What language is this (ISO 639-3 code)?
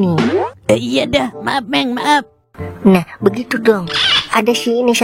bew